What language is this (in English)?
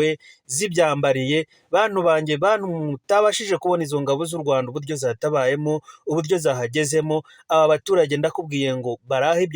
Kinyarwanda